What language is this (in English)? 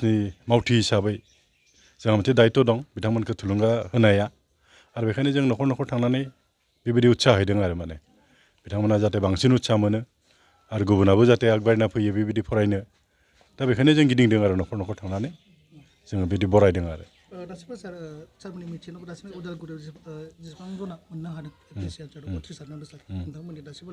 Bodo